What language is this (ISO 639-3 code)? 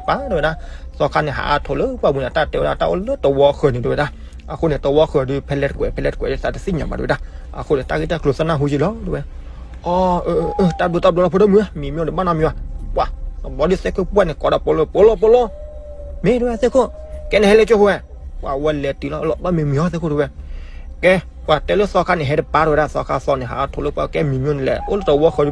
ksw